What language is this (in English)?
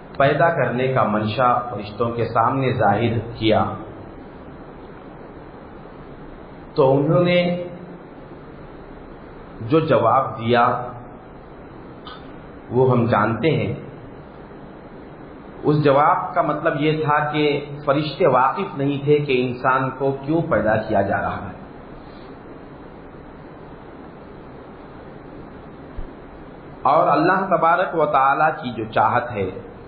Urdu